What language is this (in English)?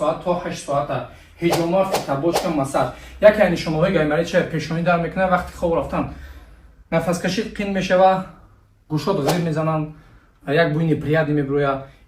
Tajik